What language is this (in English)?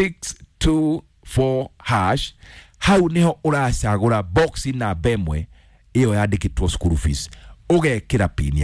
Kikuyu